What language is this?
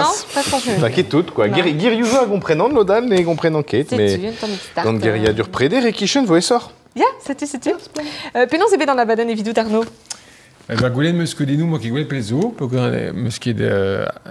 Breton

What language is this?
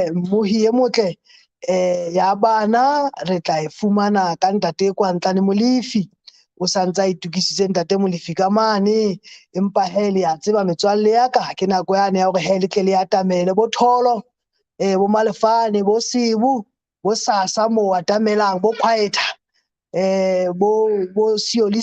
Southern Sotho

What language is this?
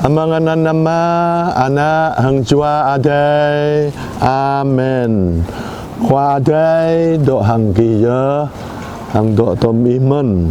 Jarai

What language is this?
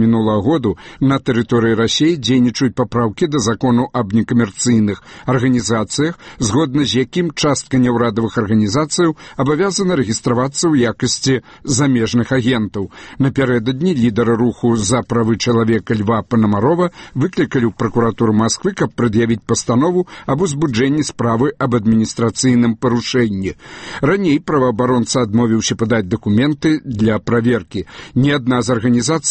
Belarusian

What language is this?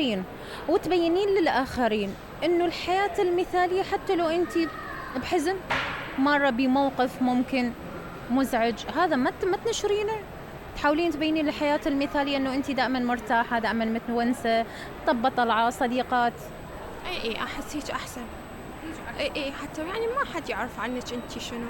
Mesopotamian Arabic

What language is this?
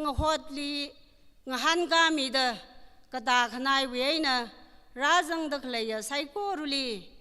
Tangkhul Naga (India)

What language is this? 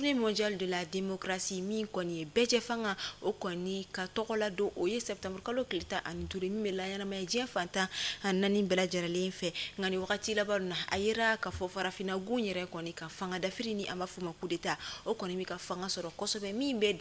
Bambara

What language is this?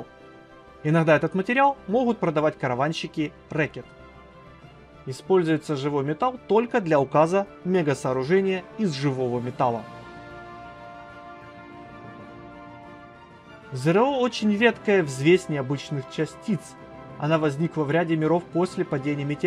Russian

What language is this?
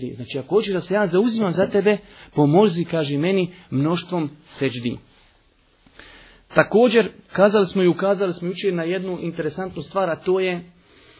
Bosnian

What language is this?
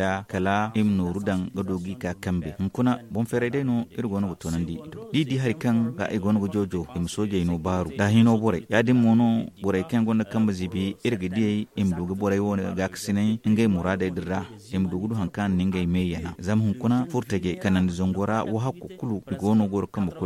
Zarma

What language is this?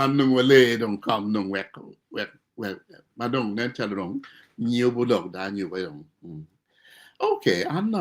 Acoli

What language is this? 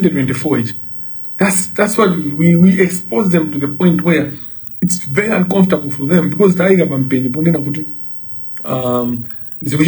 Nyanja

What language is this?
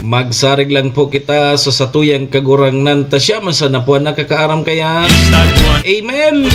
Bikol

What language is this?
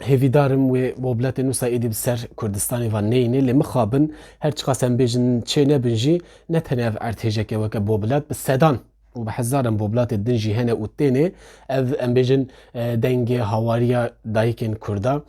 Kurdish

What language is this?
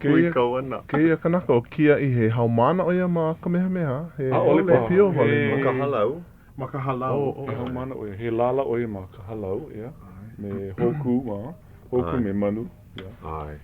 Hawaiian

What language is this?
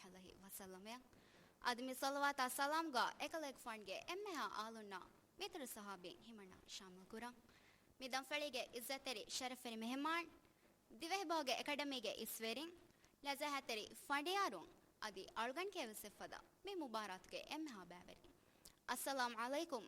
Divehi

